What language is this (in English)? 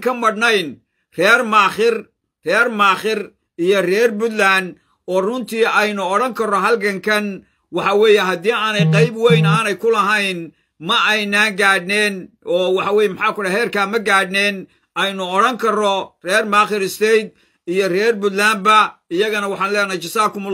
Somali